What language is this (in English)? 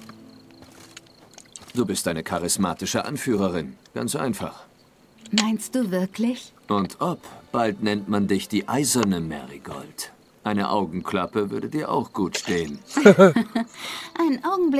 German